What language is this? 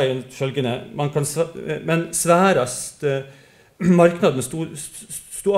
Norwegian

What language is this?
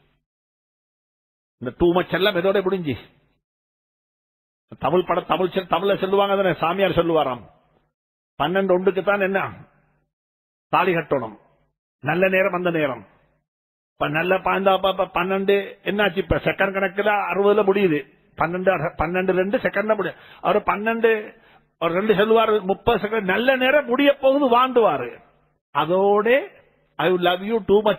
Tamil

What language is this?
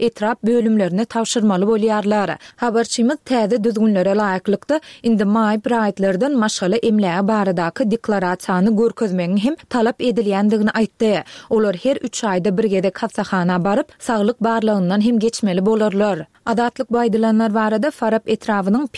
Turkmen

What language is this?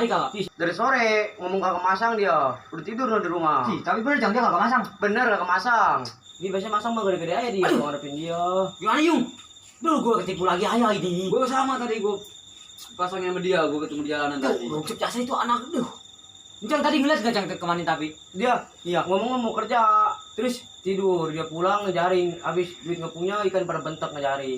Betawi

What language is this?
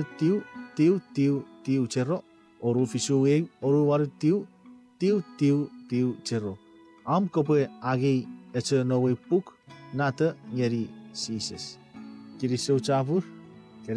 Chuukese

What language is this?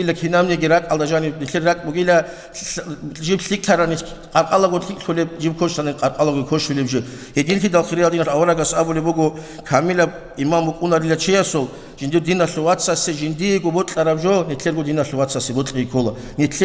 Avaric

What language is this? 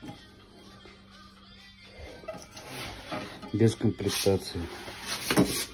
Russian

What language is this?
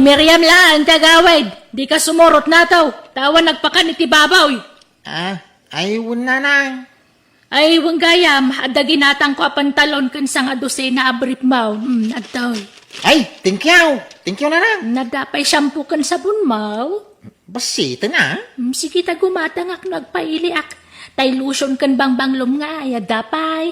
Iloko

